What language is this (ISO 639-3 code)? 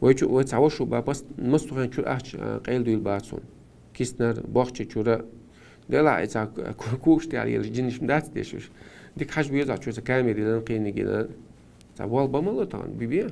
che